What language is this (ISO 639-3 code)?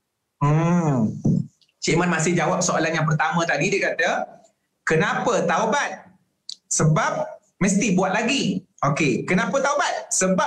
msa